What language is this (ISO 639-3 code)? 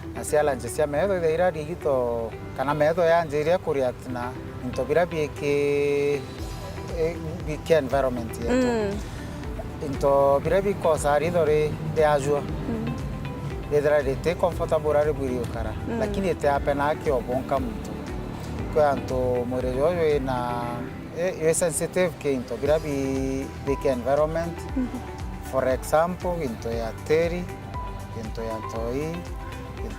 mer